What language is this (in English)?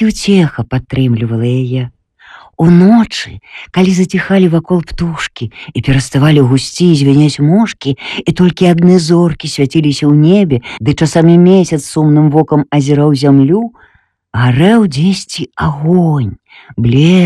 Belarusian